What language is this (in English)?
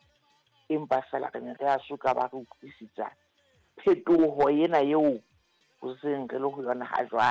Southern Sotho